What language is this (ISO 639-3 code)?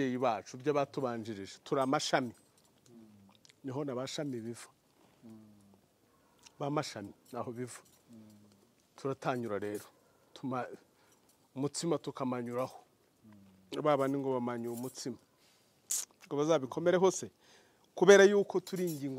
kin